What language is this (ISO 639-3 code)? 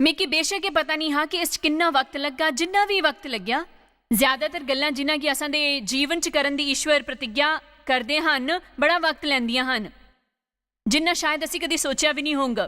doi